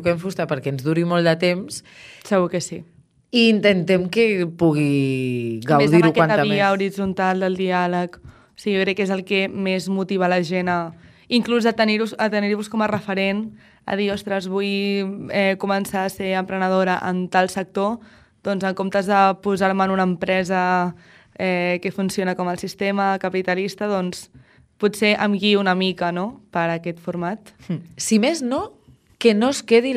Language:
Catalan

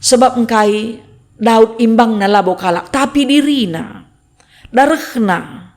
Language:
Batak Karo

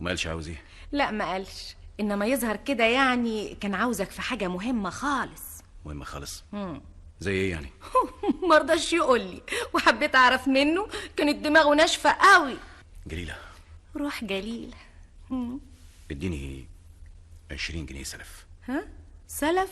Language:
Egyptian Arabic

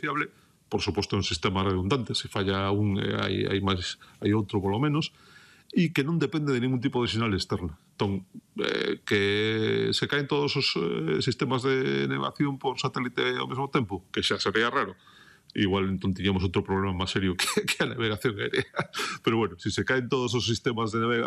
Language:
Galician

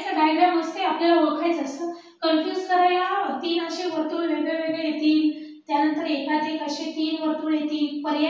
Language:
Marathi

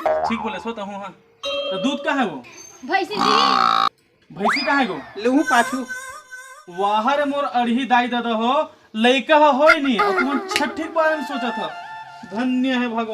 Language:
Chhattisgarhi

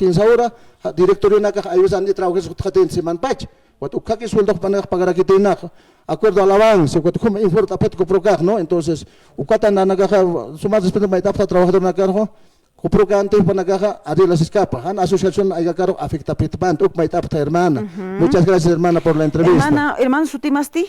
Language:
Aymara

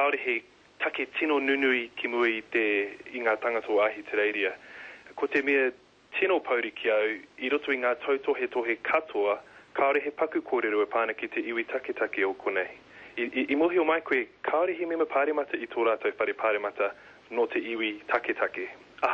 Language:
Māori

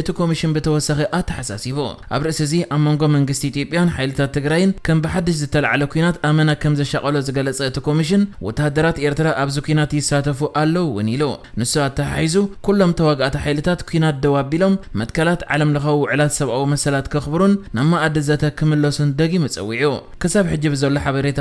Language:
Tigrinya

